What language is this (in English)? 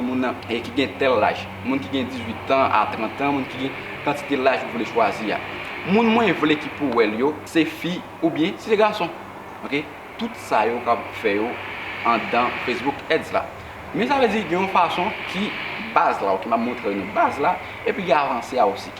Haitian Creole